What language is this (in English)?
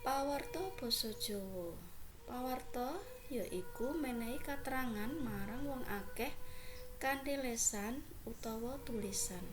Javanese